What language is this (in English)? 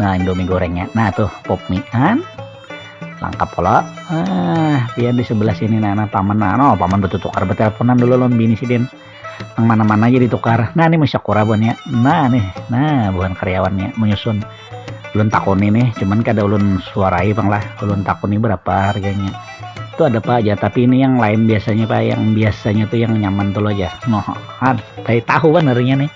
Banjar